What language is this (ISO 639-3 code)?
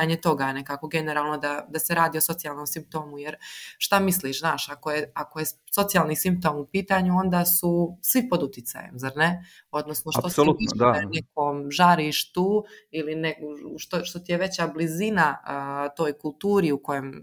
srp